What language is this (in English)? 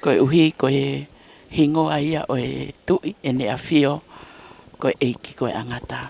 Tongan